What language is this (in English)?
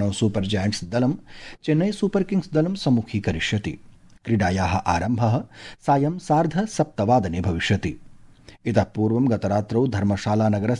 Sanskrit